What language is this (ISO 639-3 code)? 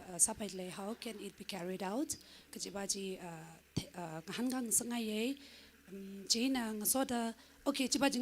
nmf